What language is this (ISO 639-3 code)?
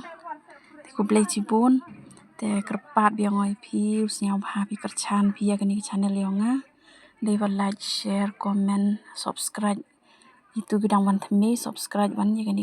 kha